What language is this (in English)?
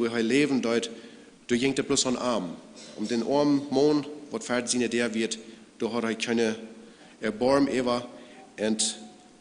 Plautdietsch